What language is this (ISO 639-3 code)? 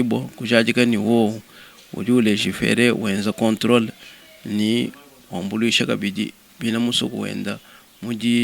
lua